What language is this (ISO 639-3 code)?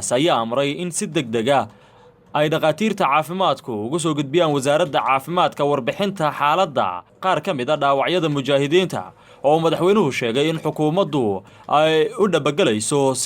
som